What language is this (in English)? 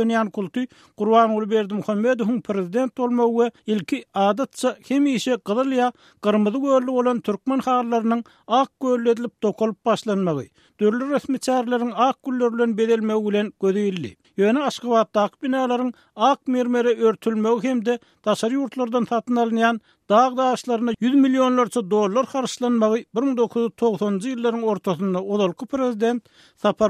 Turkmen